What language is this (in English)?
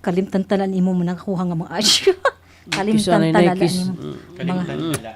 Waray